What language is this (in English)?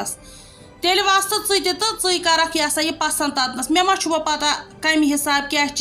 Kashmiri